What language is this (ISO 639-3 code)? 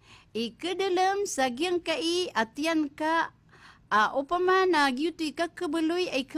mrw